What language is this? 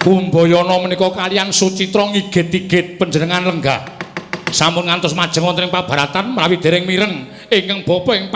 Javanese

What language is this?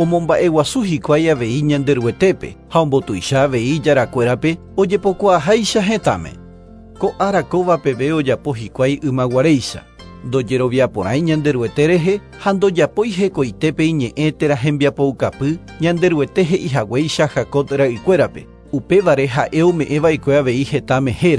Guarani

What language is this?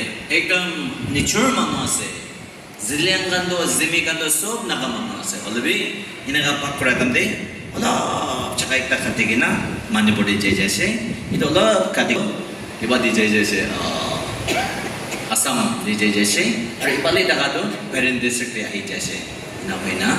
Naga Pidgin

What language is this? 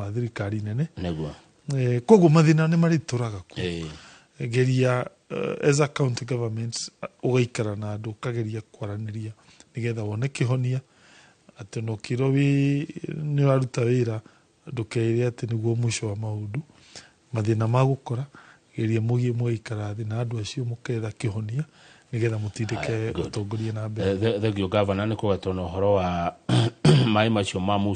Kikuyu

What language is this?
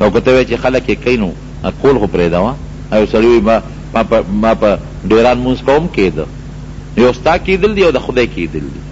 Pashto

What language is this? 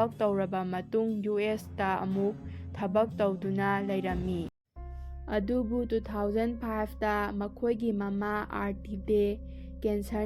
Manipuri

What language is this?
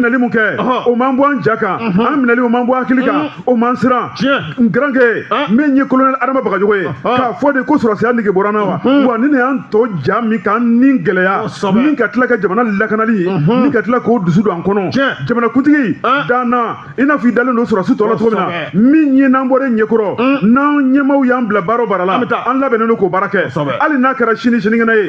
Bambara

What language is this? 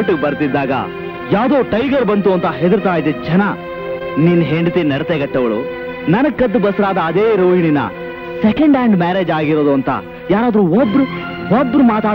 Kannada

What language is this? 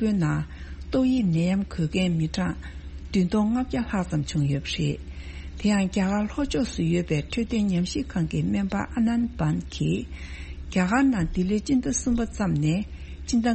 Tibetan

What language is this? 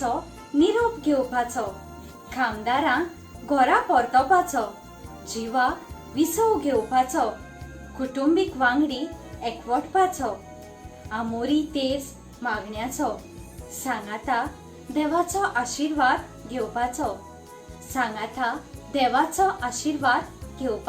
Konkani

